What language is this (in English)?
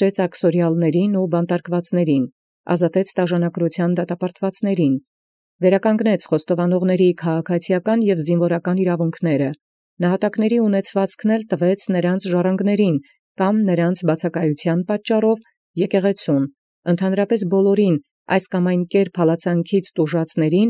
Armenian